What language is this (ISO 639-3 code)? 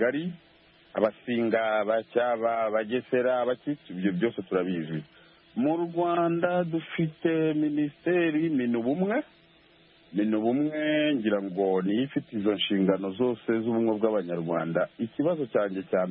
kin